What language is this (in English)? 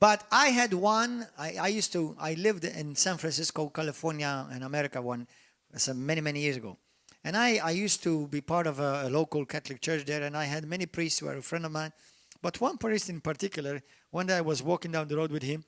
English